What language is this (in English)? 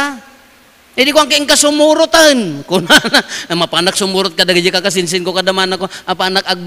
Iloko